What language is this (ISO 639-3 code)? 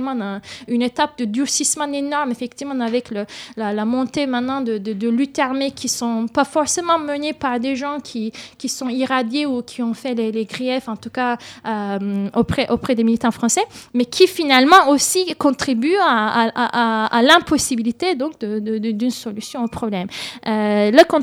fra